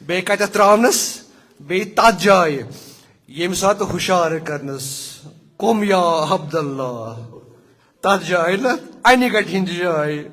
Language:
Kashmiri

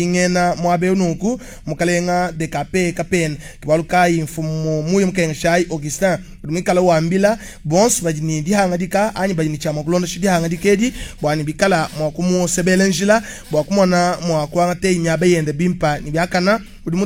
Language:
Luba-Lulua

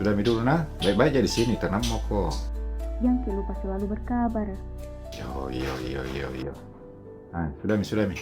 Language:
Makassar Malay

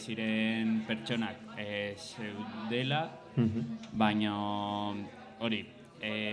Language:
Basque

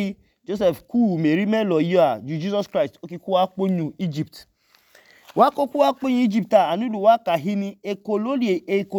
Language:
Idoma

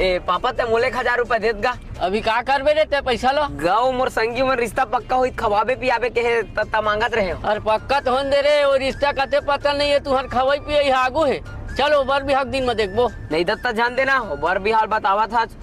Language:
Chhattisgarhi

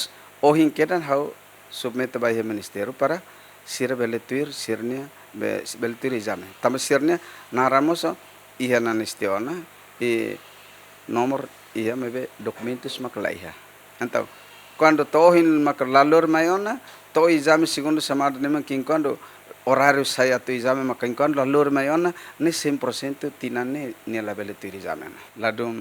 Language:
Tetum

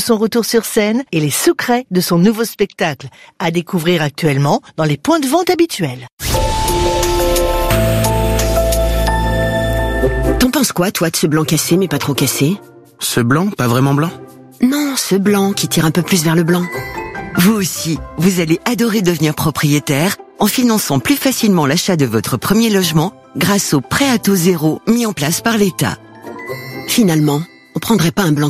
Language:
French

